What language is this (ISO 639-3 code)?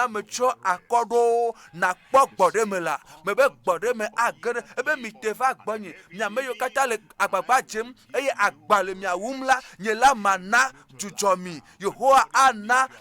ewe